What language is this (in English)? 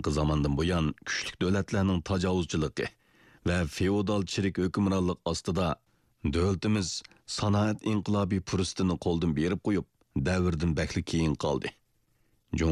Uyghur